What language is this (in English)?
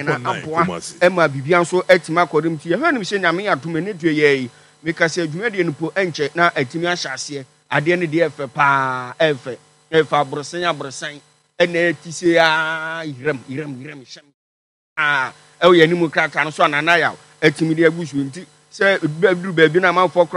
Akan